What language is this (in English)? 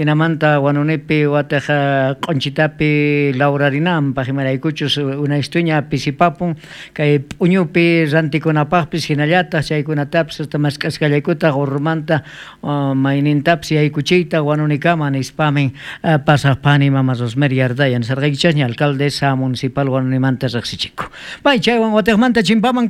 South Bolivian Quechua